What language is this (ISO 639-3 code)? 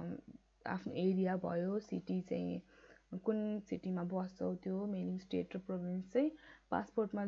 nep